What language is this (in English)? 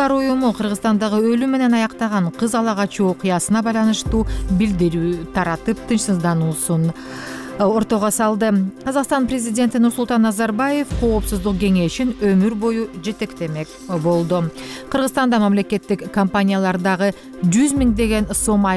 Kyrgyz